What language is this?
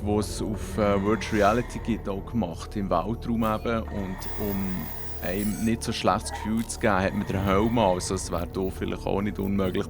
Swiss German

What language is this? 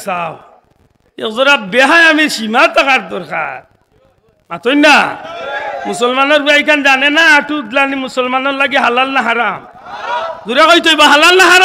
Sylheti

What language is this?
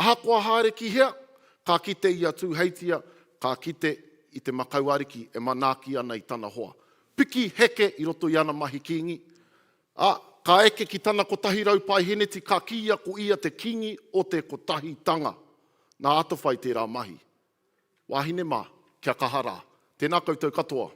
Māori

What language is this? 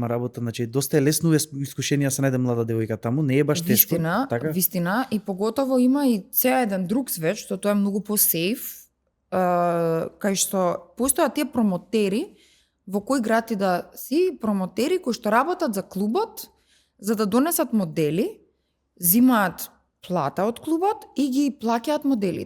Macedonian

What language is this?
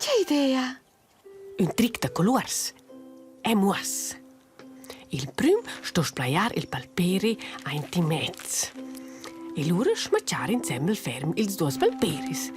Romansh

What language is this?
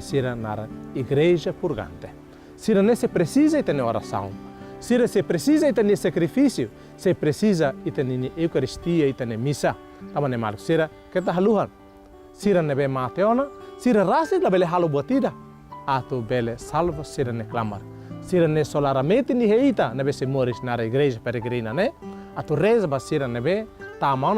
Tetum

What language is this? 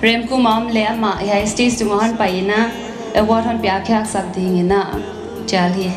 Paite Chin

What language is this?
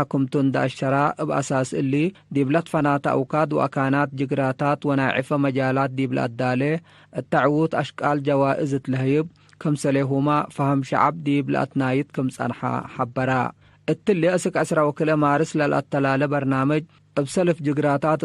Tigre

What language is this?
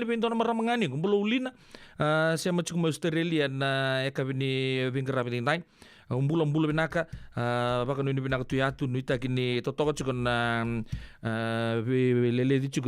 Fijian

